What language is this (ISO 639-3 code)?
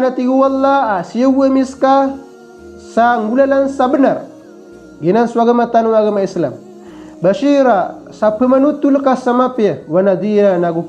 mrw